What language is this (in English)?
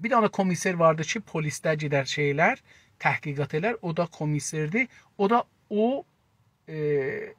South Azerbaijani